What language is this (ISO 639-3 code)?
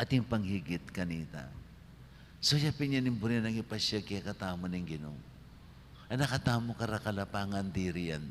pam